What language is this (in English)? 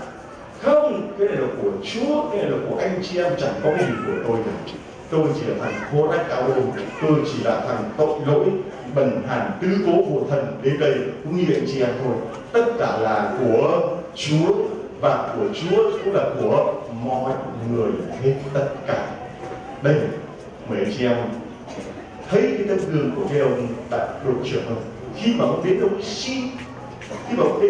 Vietnamese